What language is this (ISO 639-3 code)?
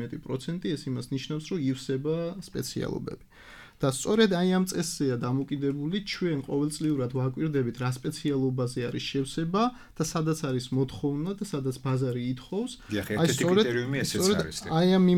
kat